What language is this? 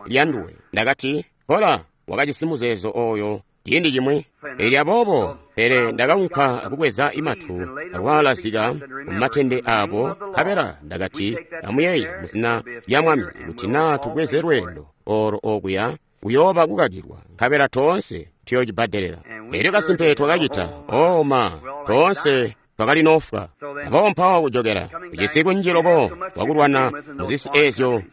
Tonga (Zambia)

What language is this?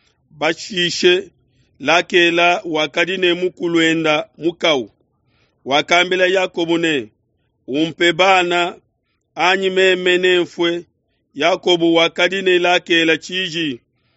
Luba-Lulua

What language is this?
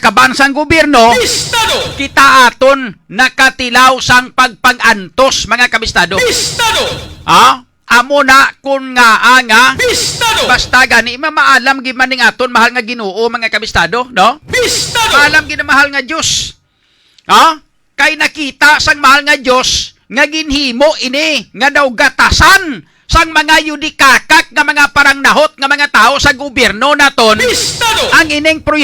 Hiligaynon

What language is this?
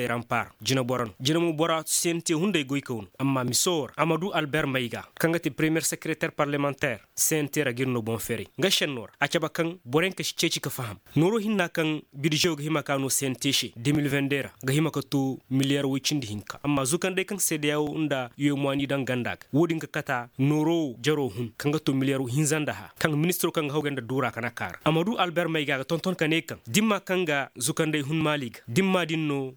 Zarma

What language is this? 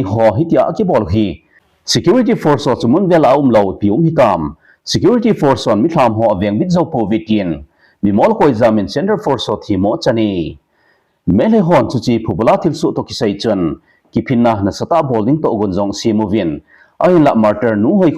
Thado Chin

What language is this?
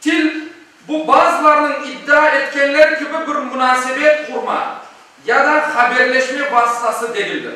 Crimean Tatar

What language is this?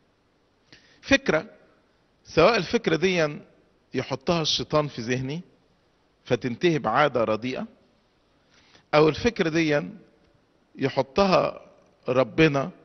Egyptian Arabic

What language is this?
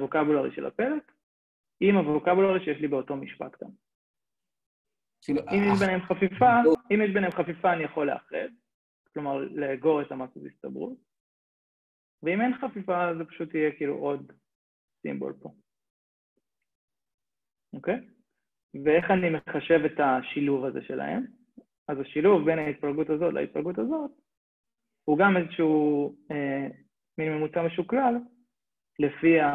Hebrew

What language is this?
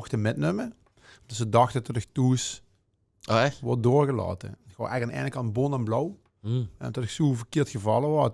Limburgish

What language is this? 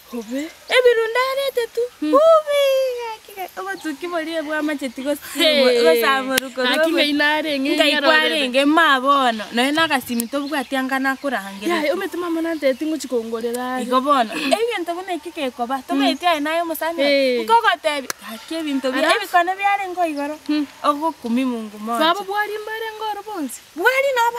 Gusii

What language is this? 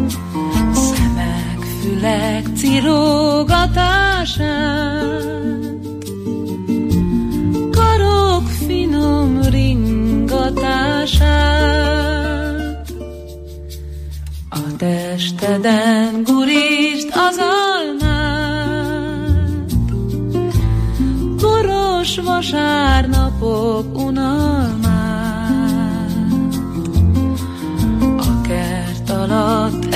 Hungarian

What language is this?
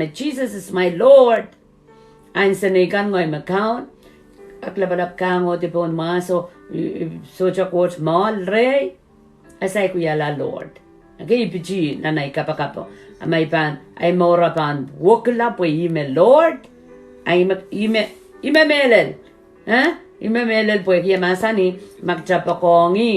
Pohnpeian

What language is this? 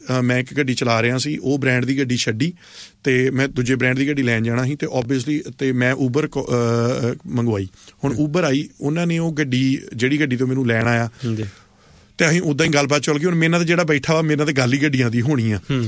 Punjabi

